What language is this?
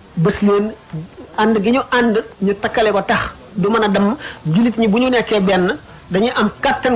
Wolof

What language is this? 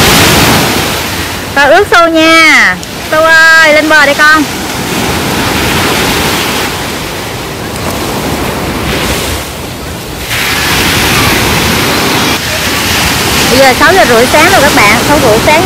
Vietnamese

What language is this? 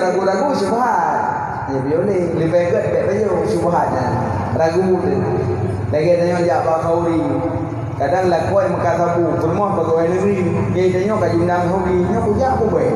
Achinese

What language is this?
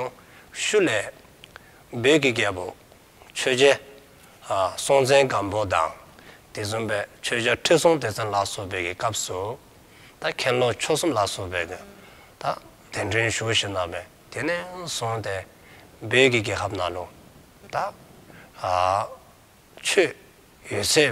Dzongkha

